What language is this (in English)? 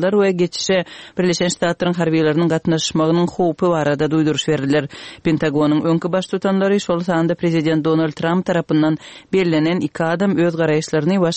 Turkmen